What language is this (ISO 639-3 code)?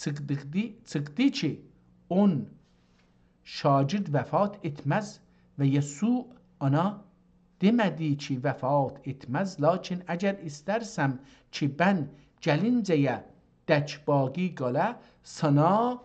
azb